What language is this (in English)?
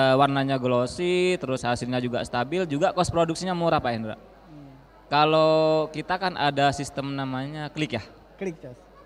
Indonesian